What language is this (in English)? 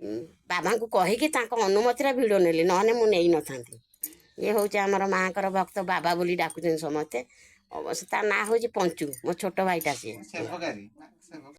Odia